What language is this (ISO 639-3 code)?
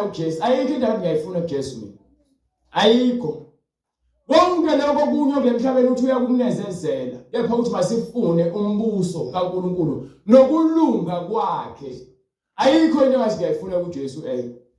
zul